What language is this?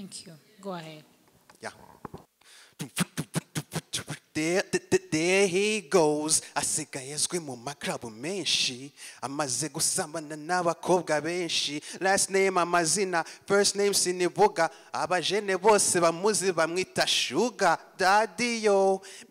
Kinyarwanda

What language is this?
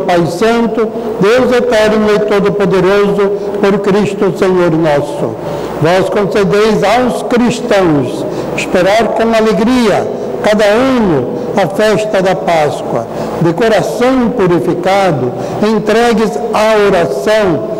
Portuguese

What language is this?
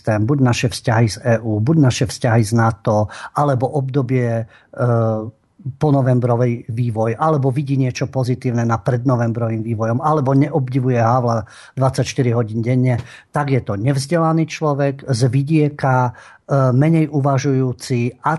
Slovak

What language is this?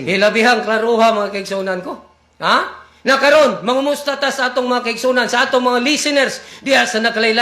Cebuano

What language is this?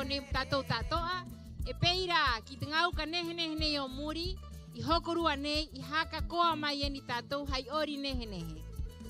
Rapanui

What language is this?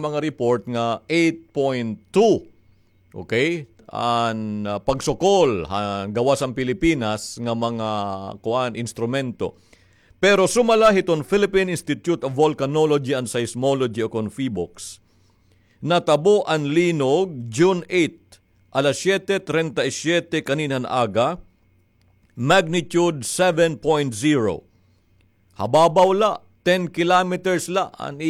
Waray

